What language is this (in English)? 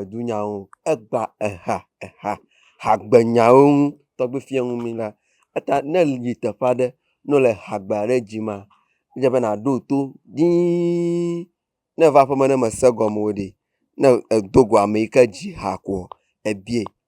Ewe